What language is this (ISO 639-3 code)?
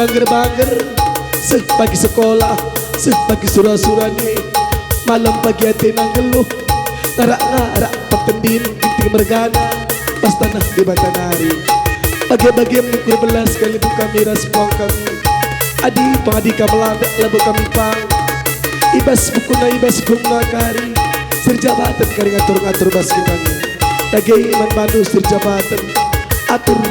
btx